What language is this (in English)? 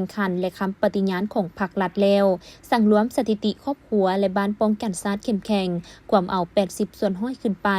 Lao